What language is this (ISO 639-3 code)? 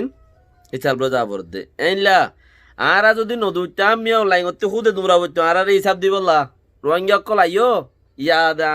rhg